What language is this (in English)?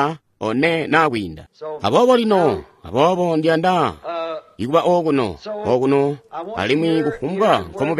Tonga (Zambia)